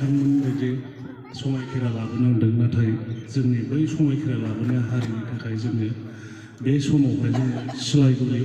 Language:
Bodo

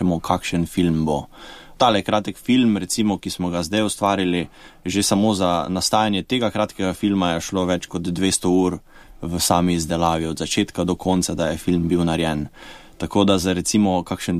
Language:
Slovenian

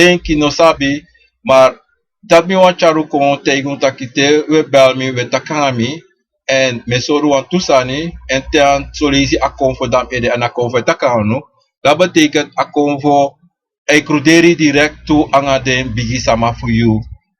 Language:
Sranan Tongo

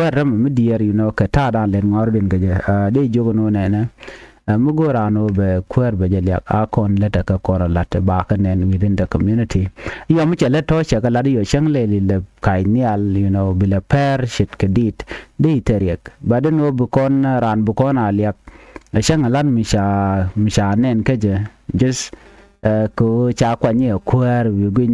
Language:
Nuer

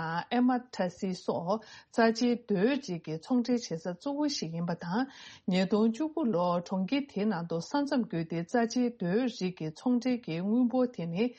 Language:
Tibetan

